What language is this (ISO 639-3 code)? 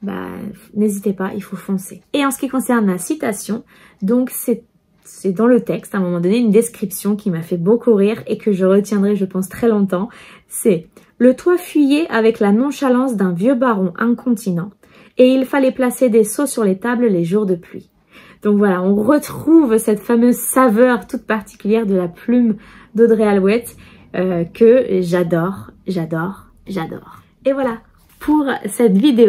fra